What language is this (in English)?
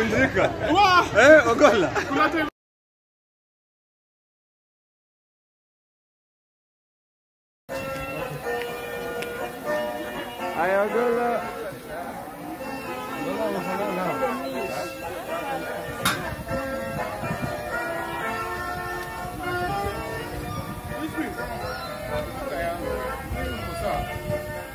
Swahili